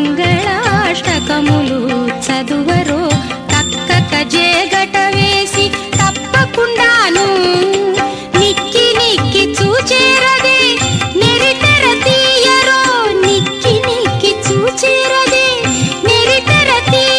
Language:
Telugu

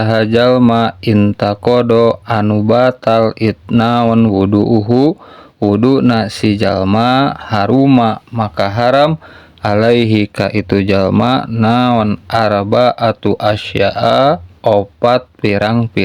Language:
Sundanese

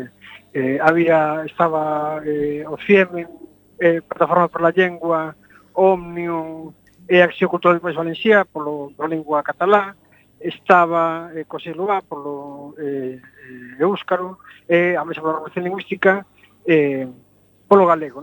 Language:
Galician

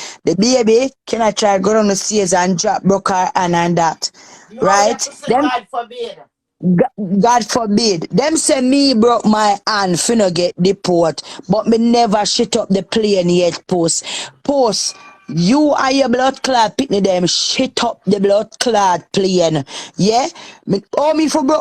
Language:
Jamaican Creole English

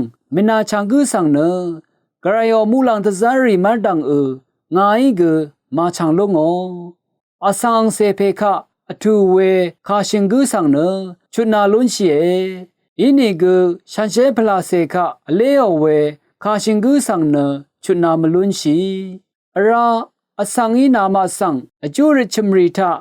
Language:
Rawang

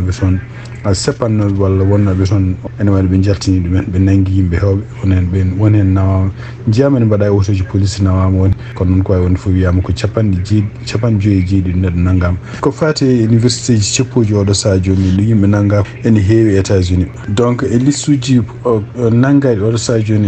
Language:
Fula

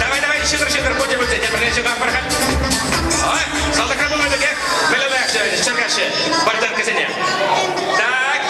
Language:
Chuvash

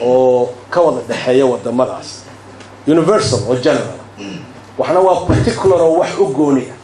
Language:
Somali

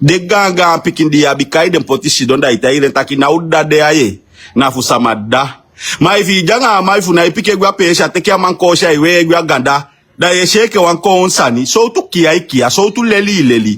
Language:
Sranan Tongo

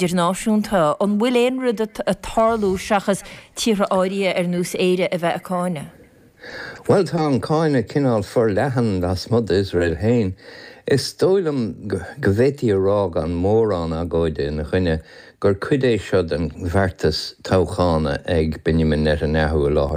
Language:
Irish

